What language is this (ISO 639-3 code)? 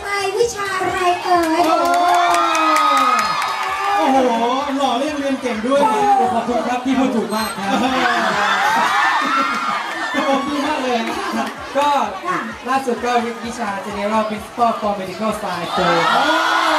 tha